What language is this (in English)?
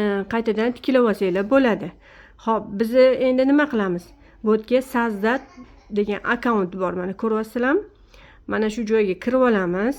Uzbek